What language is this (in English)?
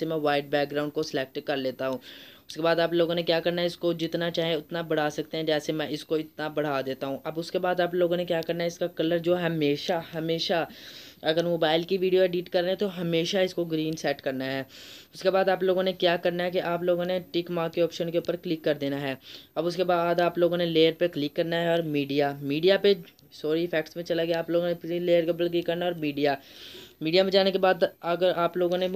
Hindi